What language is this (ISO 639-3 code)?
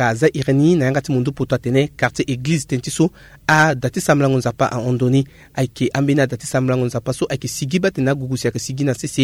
sag